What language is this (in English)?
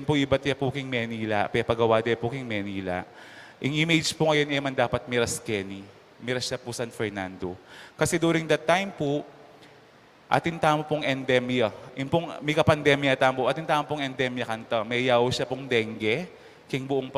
Pampanga